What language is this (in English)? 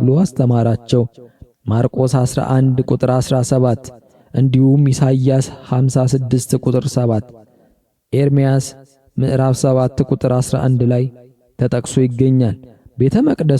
Amharic